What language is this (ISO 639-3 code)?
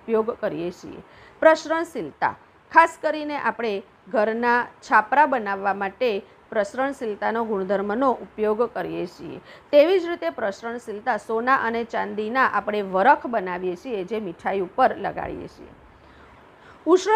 guj